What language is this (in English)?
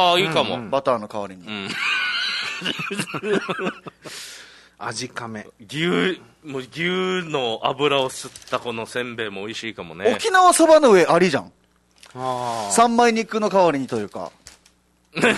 Japanese